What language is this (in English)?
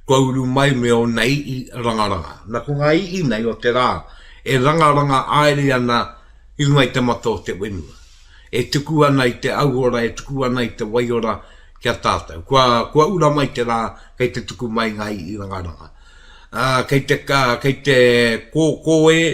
Māori